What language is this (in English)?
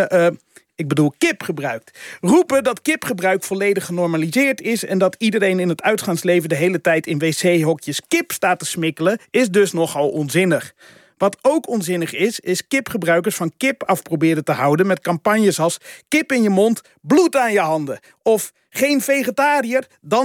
Dutch